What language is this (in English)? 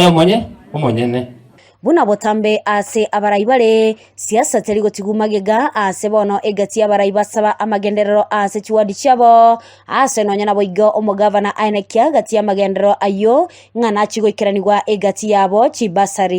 Gusii